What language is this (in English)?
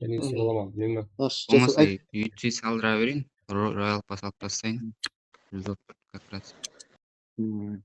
Kara-Kalpak